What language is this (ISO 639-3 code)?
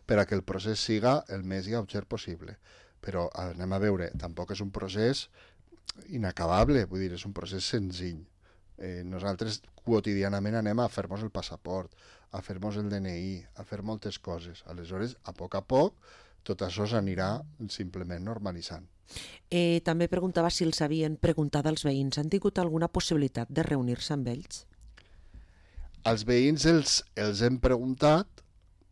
cat